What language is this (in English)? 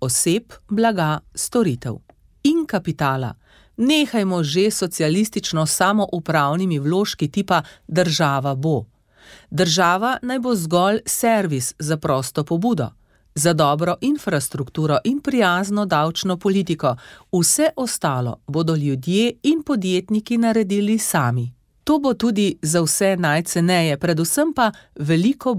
Slovenian